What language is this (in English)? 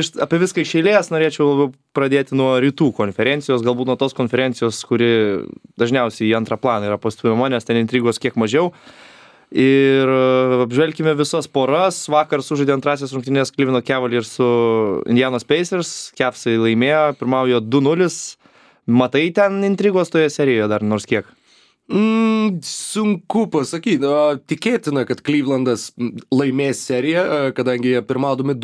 Lithuanian